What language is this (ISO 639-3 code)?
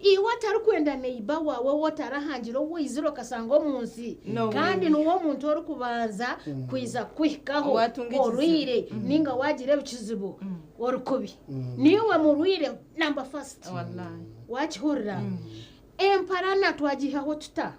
nyn